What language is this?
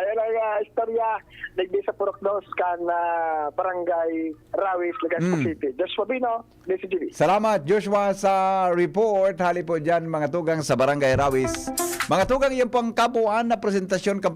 Bikol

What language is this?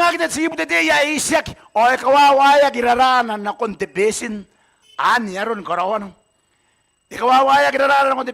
Gilbertese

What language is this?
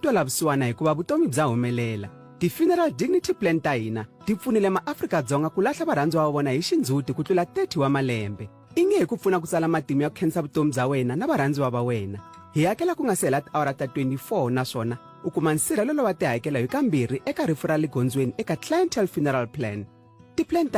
Tsonga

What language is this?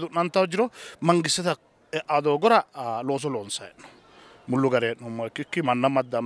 Sidamo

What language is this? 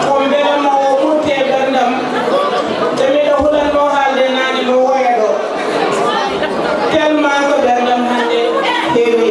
Fula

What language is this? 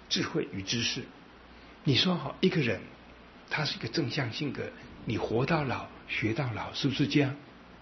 Chinese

